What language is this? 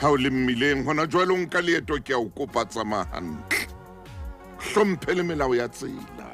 Southern Sotho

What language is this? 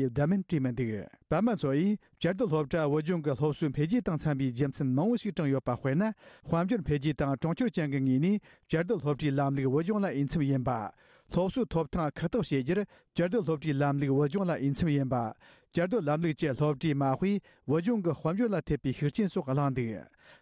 Tibetan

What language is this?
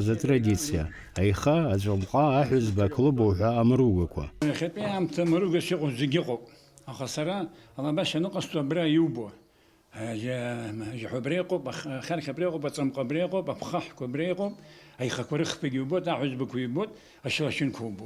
Abkhazian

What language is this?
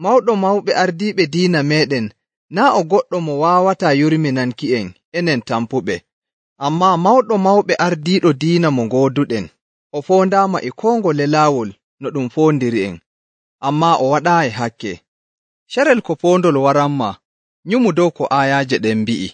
Nigerian Fulfulde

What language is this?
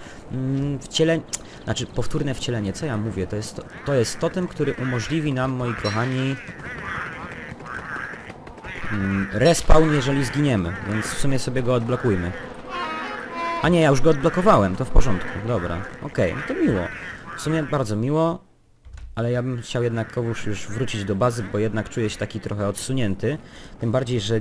Polish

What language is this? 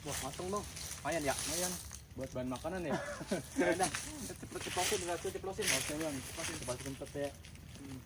Betawi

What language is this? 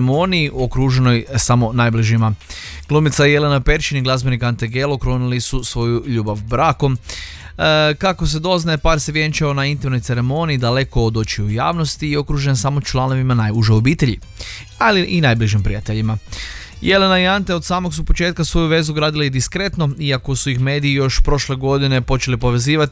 Croatian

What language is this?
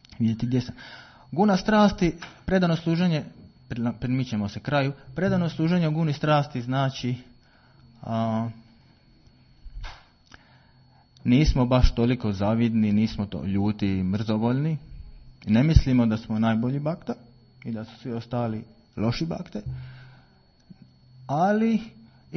Croatian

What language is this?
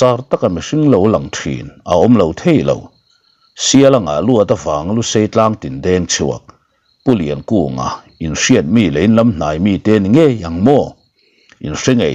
Mizo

